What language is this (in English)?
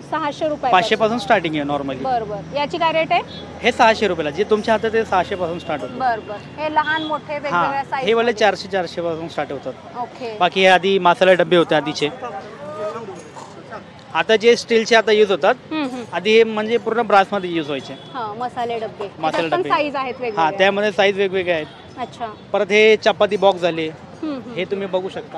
Marathi